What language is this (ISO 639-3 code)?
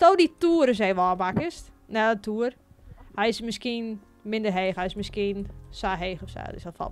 fry